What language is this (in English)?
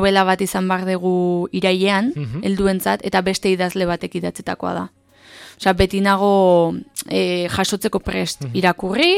Basque